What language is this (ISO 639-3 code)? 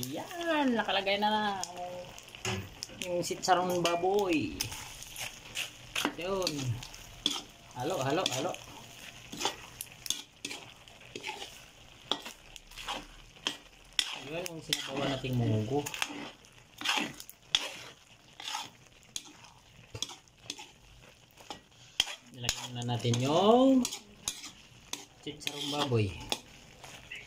fil